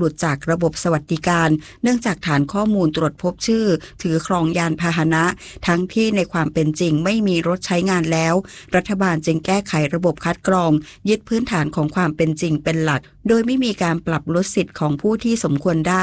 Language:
Thai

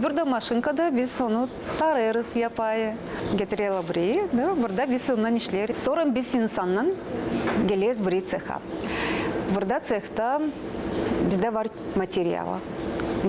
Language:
Gagauz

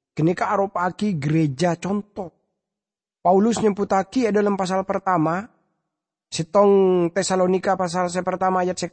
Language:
Madurese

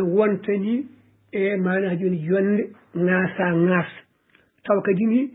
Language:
Fula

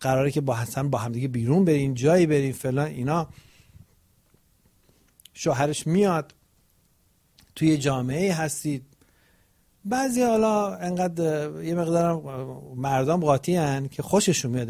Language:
Persian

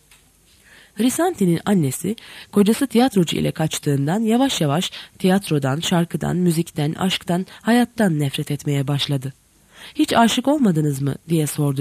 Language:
Turkish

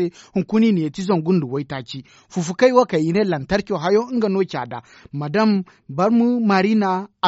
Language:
Zarma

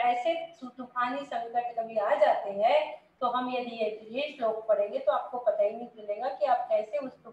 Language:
Hindi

